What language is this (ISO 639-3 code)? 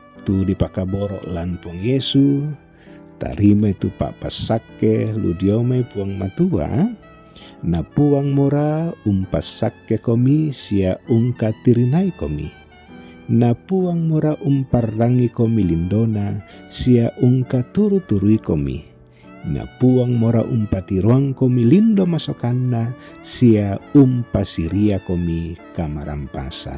sda